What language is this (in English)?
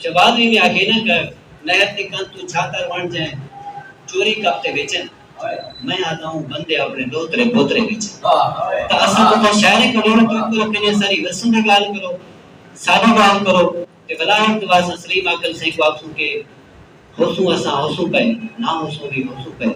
Saraiki